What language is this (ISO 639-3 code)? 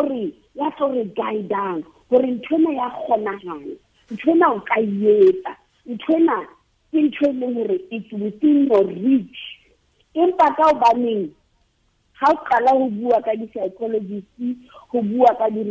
sot